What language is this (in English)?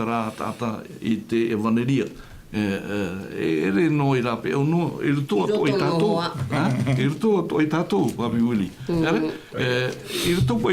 Tahitian